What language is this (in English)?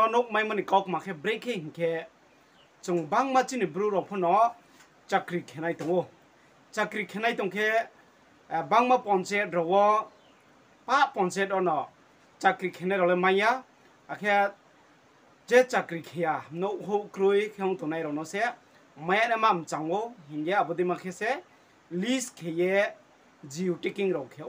Riang (India)